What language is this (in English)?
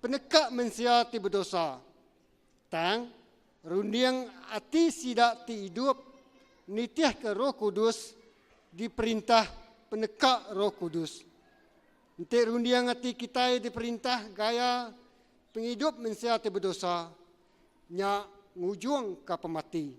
Iban